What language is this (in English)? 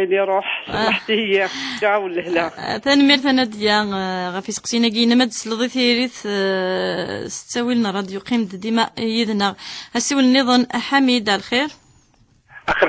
Kabyle